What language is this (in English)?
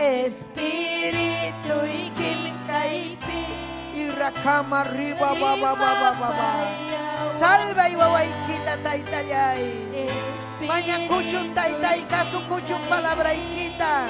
Ayacucho Quechua